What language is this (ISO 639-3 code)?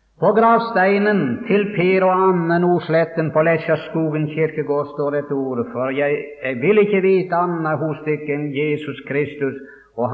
nor